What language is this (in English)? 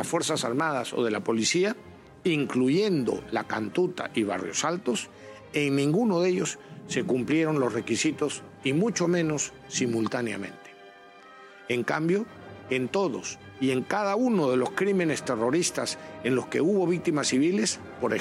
Spanish